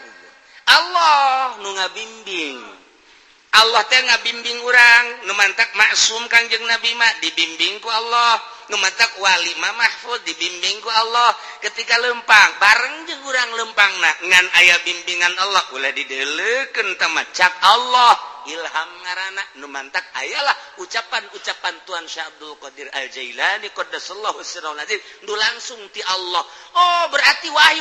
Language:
Sundanese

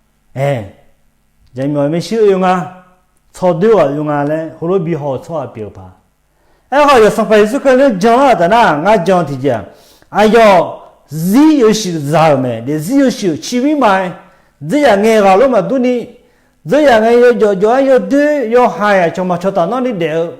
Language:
Akha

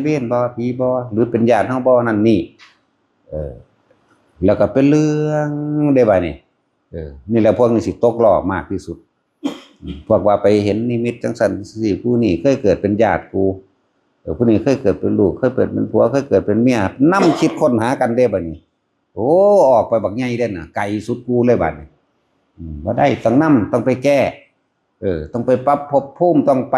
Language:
Northeastern Thai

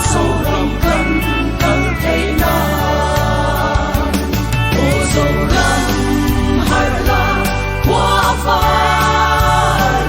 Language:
Mizo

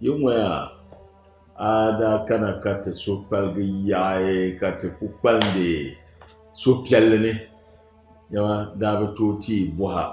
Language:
Dagbani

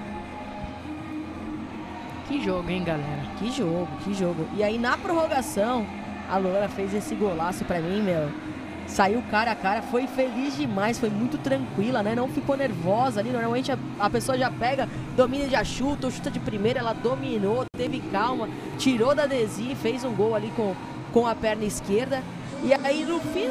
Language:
Portuguese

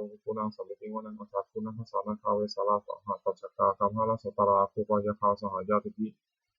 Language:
Pali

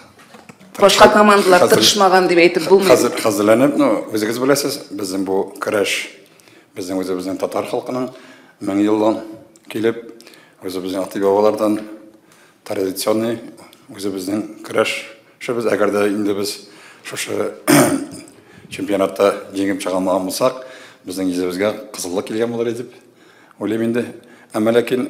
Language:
Tatar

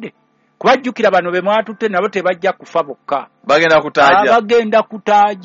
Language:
Ganda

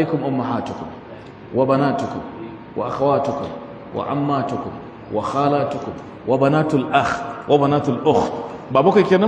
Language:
Hausa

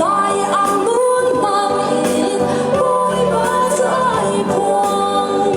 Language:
Hakha Chin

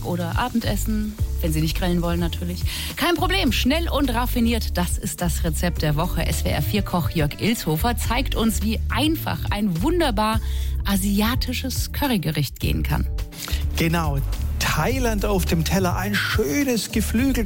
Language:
German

